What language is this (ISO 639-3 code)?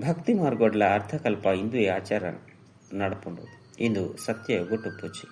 tcy